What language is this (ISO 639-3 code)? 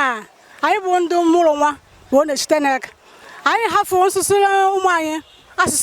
ibo